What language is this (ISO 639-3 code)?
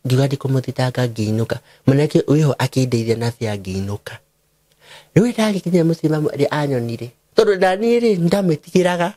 kik